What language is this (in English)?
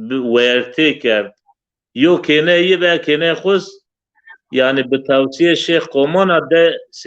Zaza